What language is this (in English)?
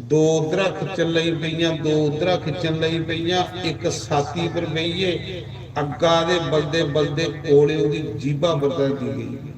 Dogri